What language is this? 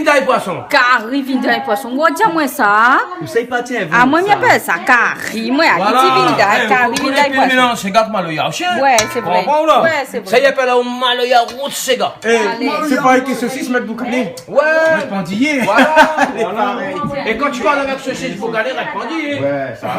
Réunion Creole French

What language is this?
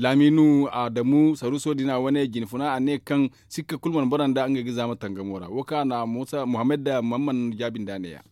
Zarma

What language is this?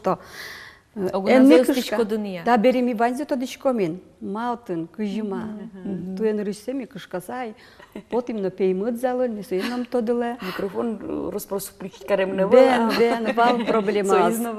Udmurt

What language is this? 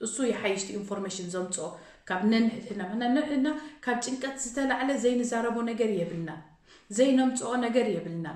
Tigrinya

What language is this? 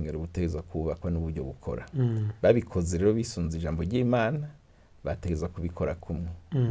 Rundi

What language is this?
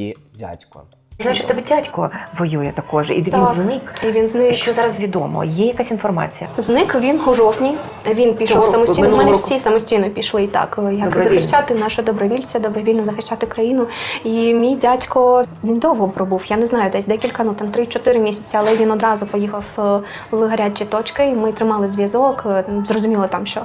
Ukrainian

